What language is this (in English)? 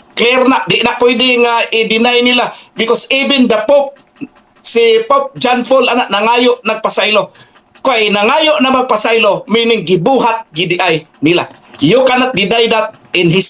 Cebuano